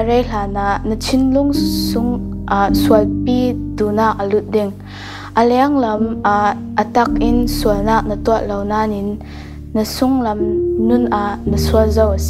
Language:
Falam Chin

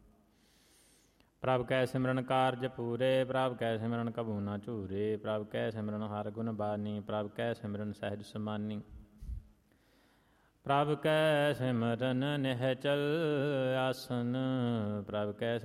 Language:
Punjabi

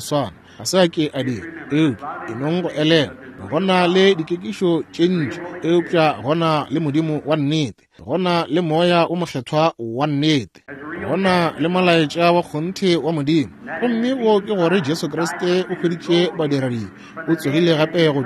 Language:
Northern Sotho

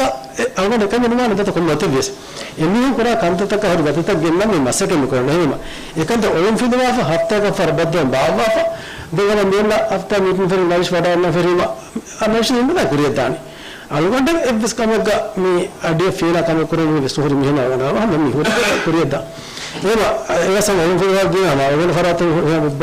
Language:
Divehi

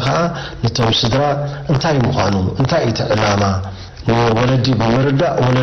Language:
Tigrinya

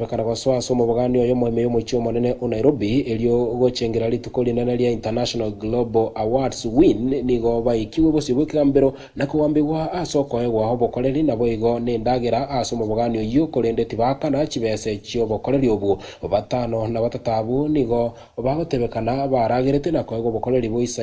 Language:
Gusii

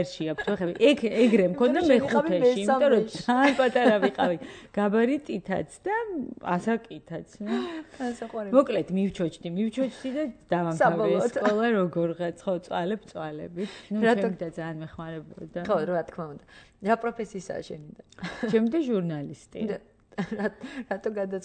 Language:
Georgian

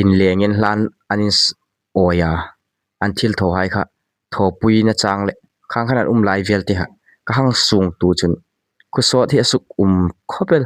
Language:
Hmar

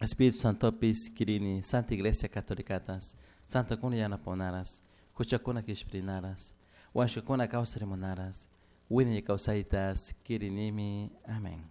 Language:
Chimborazo Highland Quichua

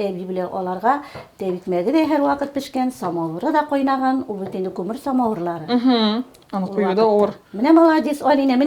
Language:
Tatar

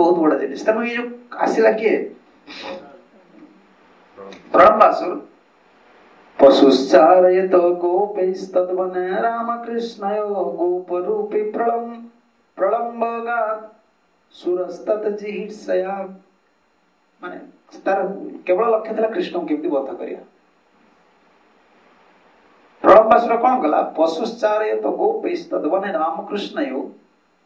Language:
Odia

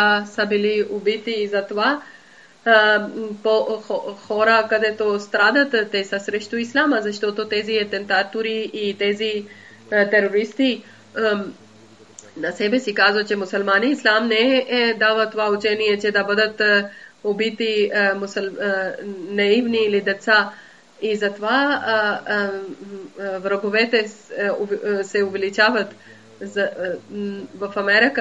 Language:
Bulgarian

